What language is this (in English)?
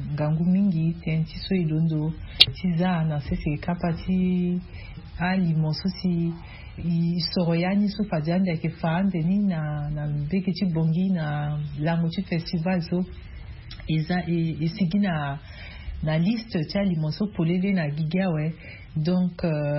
Sango